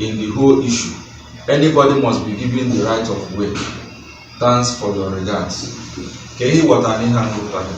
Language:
Igbo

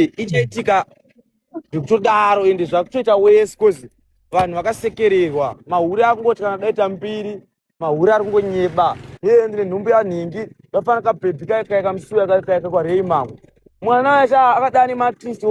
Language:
Shona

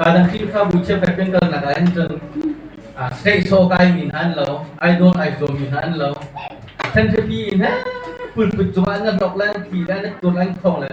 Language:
Hakha Chin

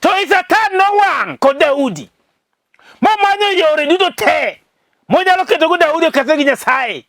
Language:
Luo (Kenya and Tanzania)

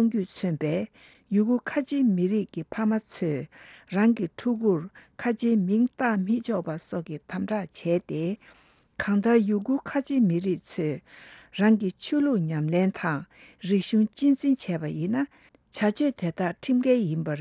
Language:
Tibetan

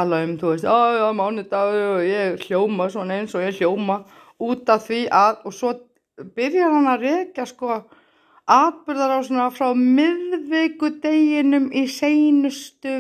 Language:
Icelandic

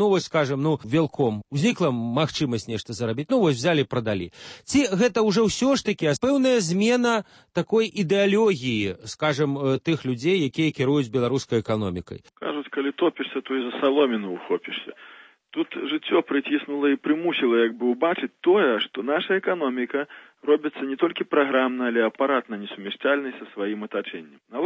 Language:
Belarusian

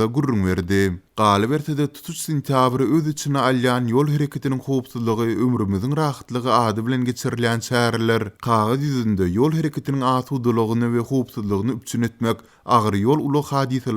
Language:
Turkmen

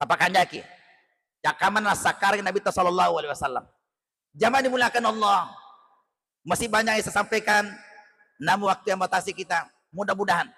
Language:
Buginese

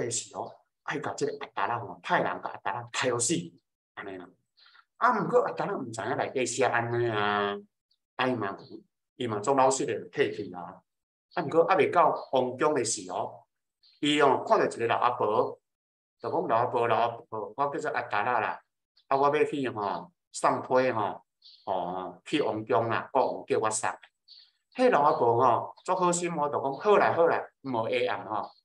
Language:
Min Nan Chinese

